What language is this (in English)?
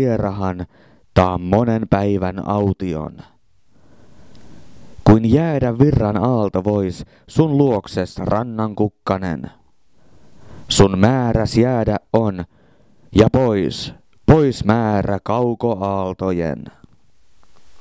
Finnish